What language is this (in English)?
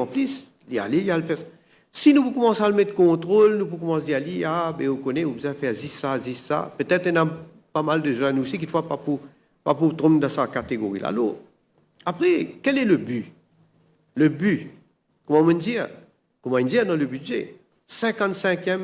Morisyen